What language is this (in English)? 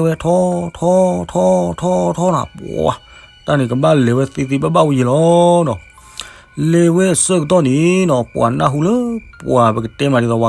S'gaw Karen